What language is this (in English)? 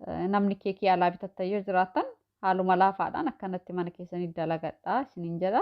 Oromo